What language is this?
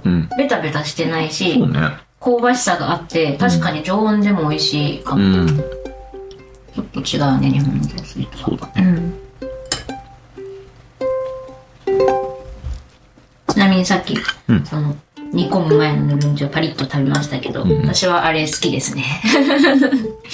Japanese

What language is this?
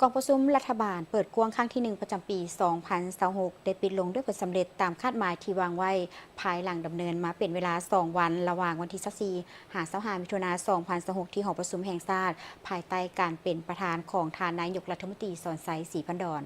Lao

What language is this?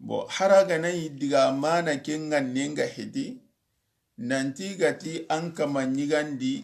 Soninke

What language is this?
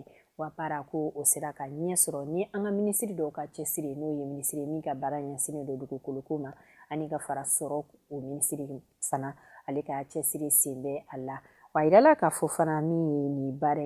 Bambara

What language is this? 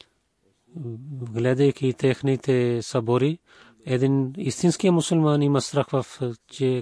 Bulgarian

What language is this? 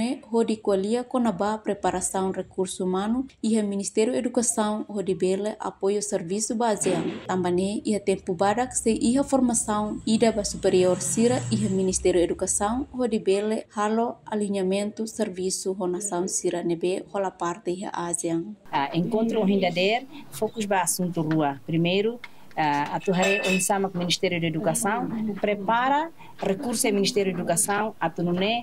Tetum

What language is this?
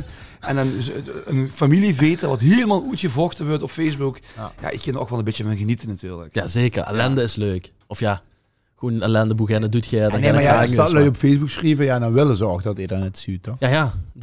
Limburgish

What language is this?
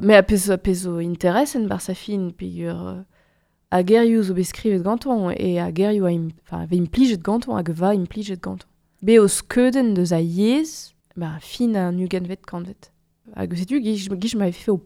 Breton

